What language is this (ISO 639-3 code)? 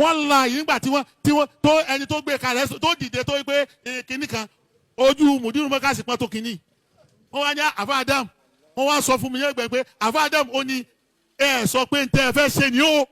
yor